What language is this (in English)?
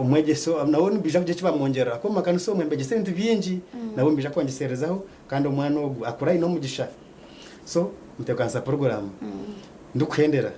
Nyankole